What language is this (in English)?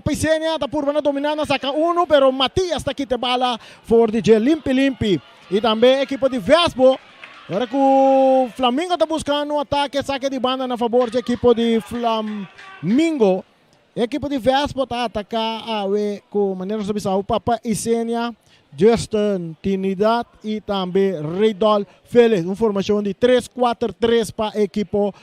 Papiamento